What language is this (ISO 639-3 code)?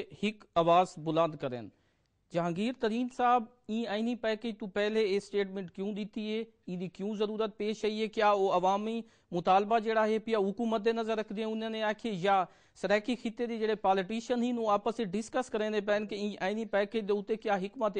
skr